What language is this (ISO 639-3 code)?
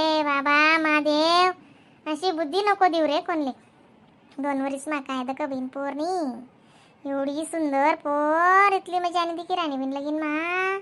khn